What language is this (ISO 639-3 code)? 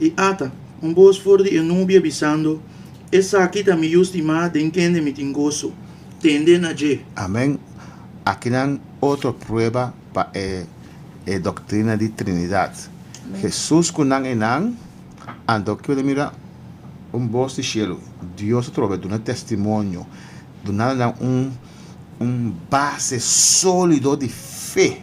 pap